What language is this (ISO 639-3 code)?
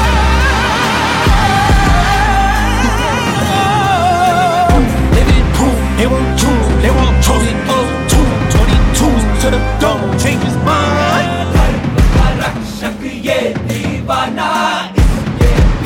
hin